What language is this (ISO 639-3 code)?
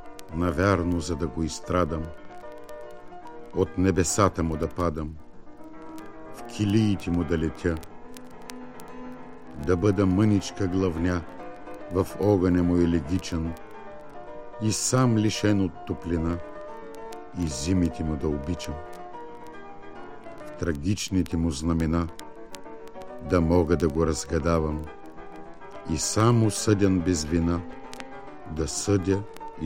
bul